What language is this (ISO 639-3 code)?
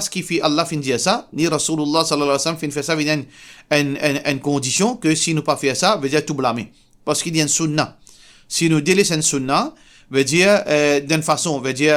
mfe